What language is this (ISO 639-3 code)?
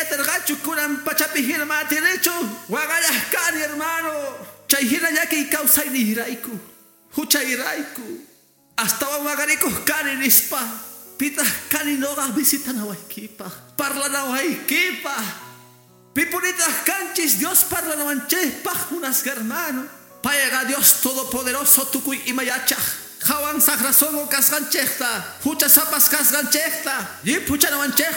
que